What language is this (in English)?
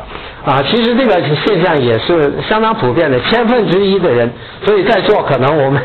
Chinese